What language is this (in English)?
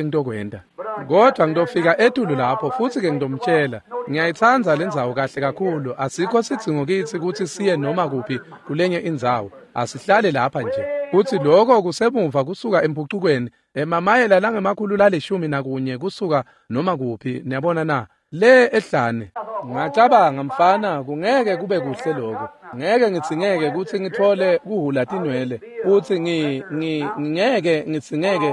Swati